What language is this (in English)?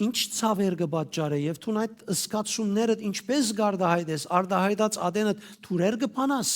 Western Armenian